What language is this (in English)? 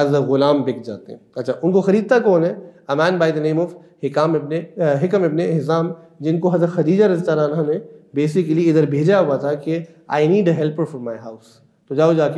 Urdu